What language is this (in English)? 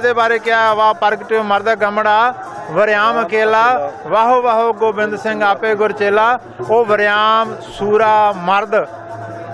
Punjabi